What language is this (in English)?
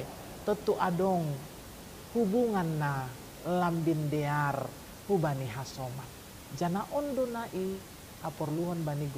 Batak Simalungun